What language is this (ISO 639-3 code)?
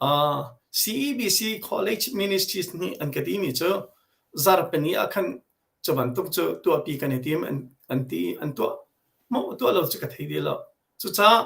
cnh